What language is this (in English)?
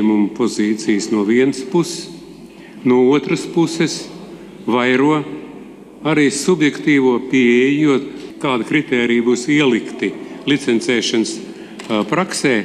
Latvian